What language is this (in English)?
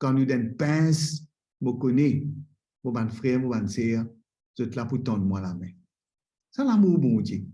Morisyen